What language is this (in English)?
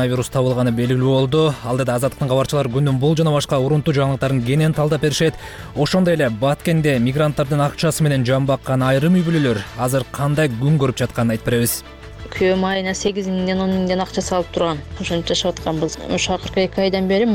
Kyrgyz